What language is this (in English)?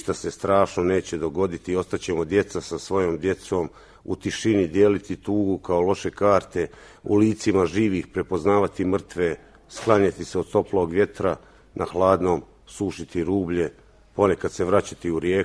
Croatian